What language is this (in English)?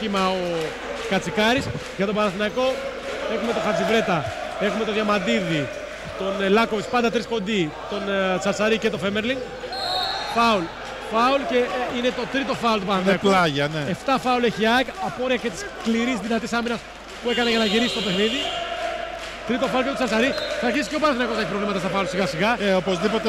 Greek